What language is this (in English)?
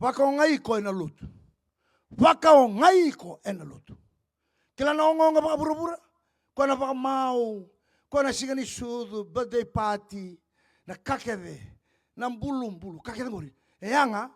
Fijian